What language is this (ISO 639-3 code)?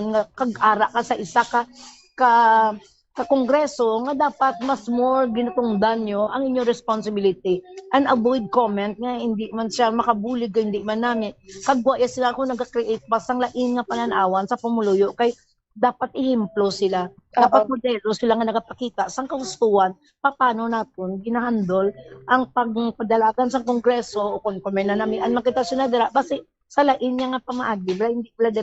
hil